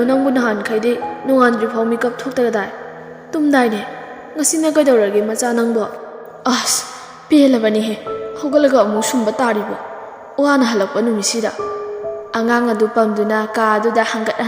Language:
Manipuri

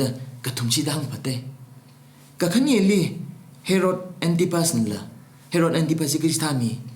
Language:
Tangkhul Naga (India)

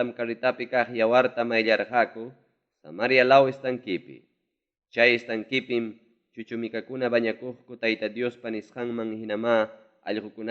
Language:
Ayacucho Quechua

